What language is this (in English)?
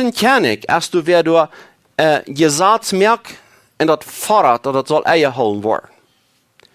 Plautdietsch